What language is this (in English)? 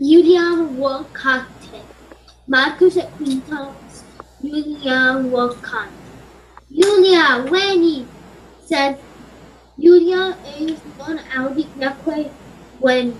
Latin